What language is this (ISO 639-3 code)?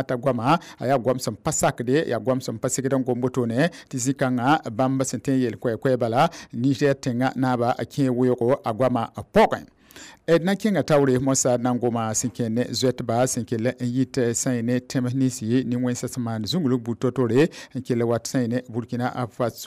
mos